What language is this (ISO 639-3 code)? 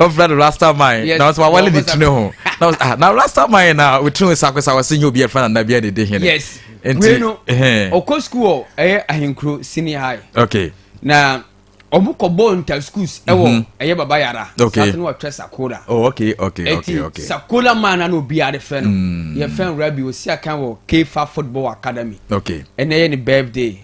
aka